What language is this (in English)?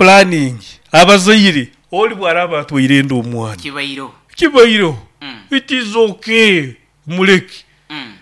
Nyoro